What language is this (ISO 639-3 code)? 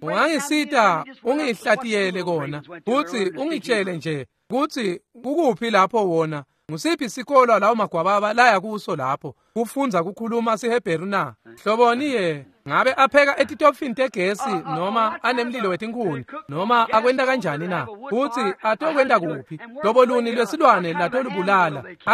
ssw